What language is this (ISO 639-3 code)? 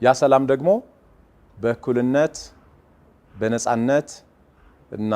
amh